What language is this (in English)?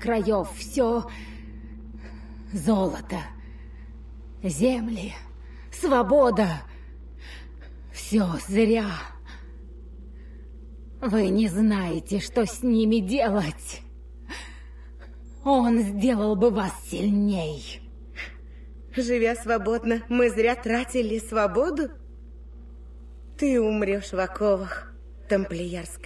Russian